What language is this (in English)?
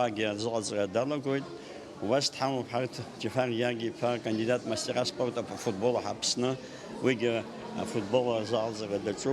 Abkhazian